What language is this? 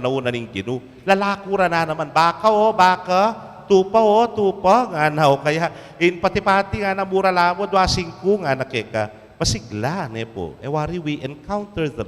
Pampanga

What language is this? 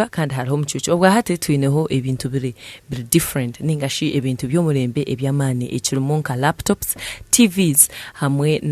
Nyankole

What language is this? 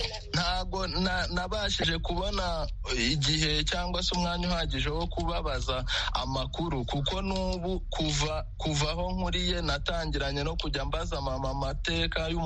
Kinyarwanda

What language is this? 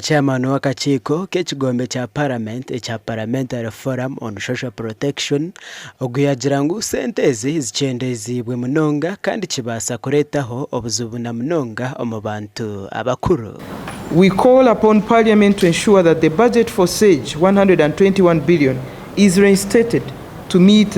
Nyankole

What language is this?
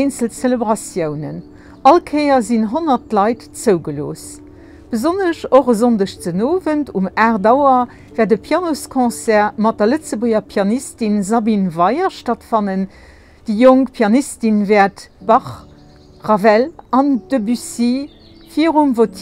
Luxembourgish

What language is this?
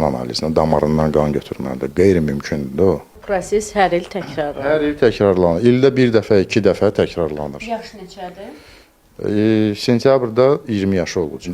Azerbaijani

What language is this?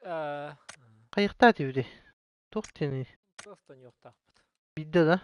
Yakut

